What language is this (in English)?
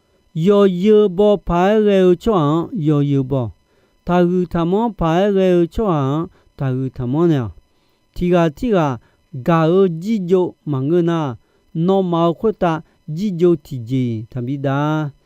Akha